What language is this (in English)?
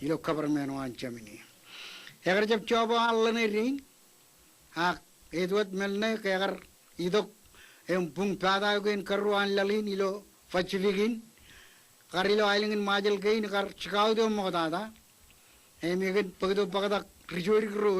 Marshallese